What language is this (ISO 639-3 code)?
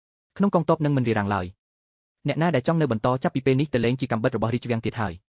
khm